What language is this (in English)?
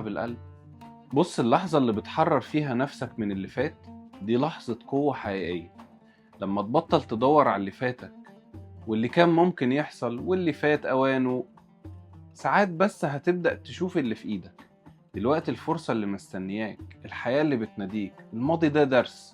Egyptian Arabic